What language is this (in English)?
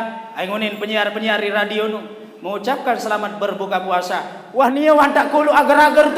Sasak